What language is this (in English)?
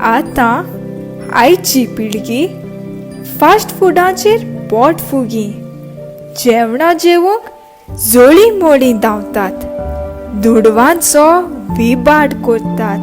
Konkani